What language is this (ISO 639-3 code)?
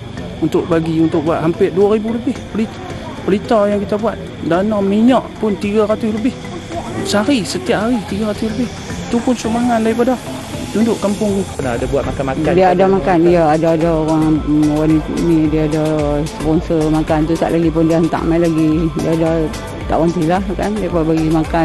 msa